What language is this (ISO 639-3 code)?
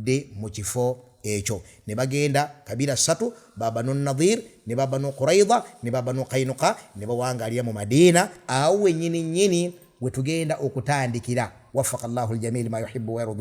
lug